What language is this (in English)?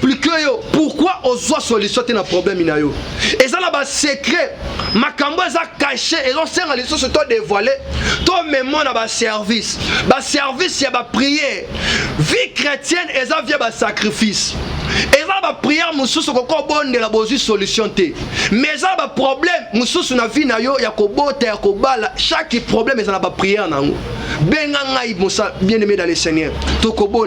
Lingala